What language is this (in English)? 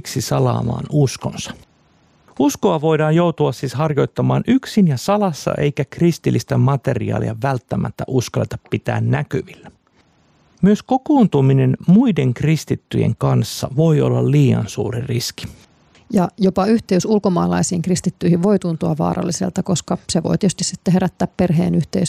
Finnish